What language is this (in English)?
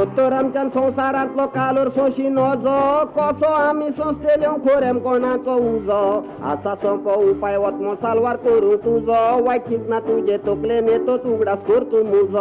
Konkani